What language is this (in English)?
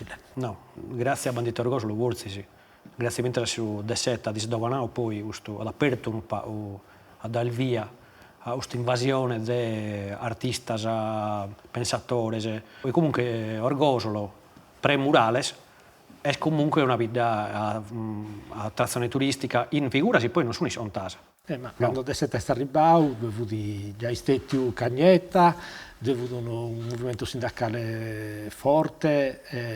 Sardinian